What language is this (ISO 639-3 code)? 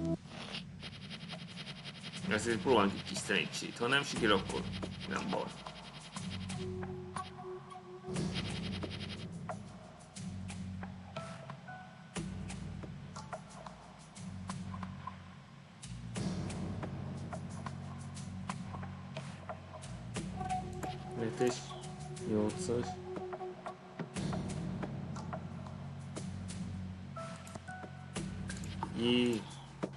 hun